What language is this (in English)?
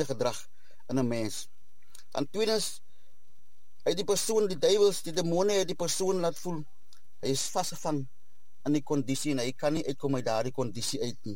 Afrikaans